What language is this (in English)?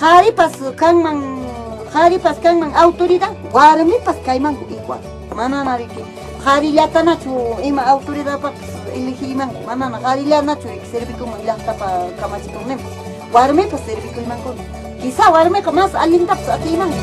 Ayacucho Quechua